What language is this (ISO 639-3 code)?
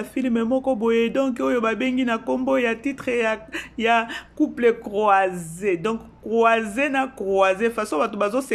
lin